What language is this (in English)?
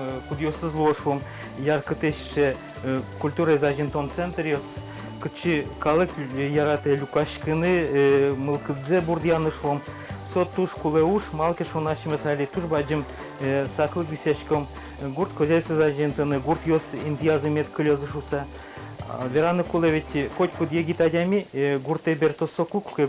Udmurt